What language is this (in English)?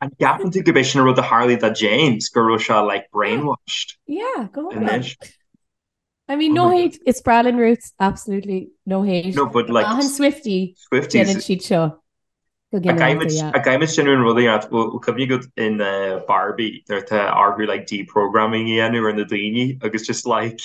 Irish